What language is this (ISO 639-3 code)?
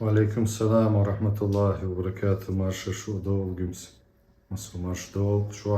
che